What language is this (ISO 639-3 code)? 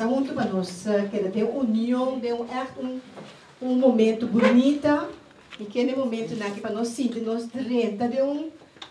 pap